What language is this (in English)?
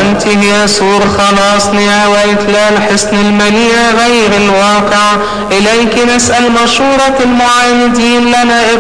Arabic